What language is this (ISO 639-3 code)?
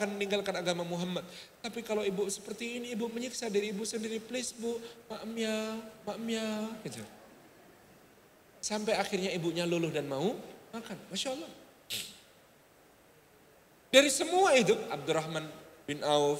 ind